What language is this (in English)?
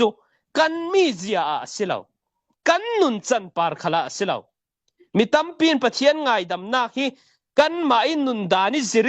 Falam Chin